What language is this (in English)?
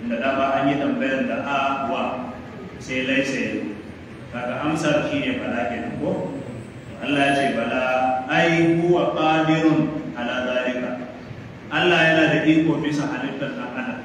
Hausa